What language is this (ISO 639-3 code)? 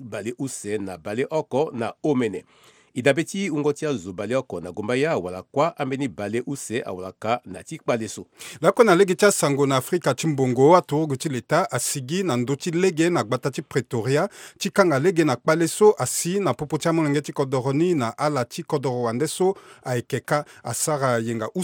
sag